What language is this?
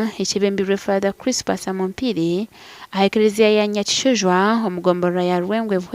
Nyankole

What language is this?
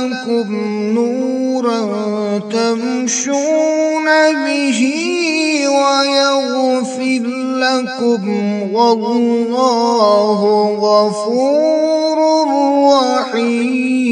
Kashmiri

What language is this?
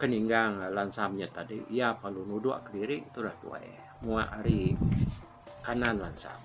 Iban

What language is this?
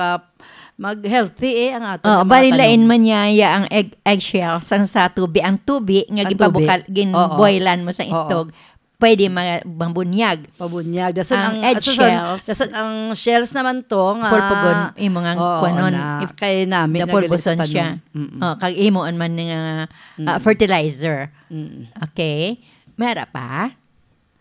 Hiligaynon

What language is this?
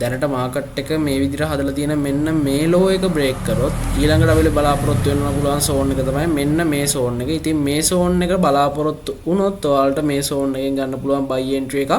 Sinhala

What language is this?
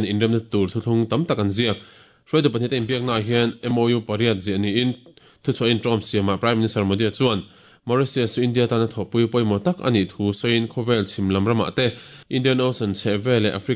Mizo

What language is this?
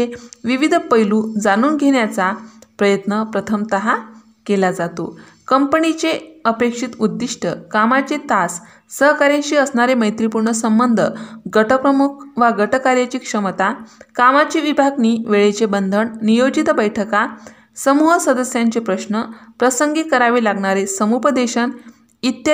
Marathi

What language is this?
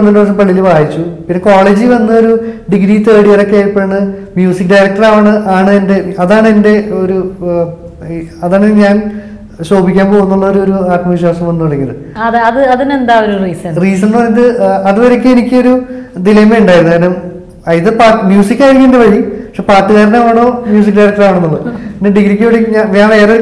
Malayalam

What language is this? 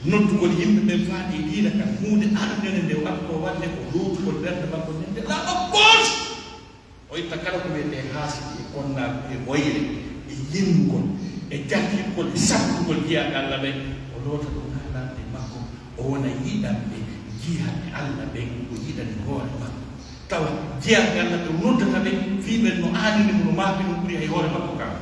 Pular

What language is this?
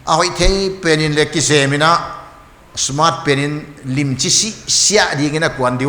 Paite Chin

